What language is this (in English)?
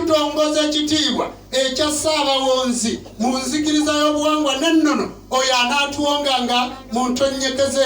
Ganda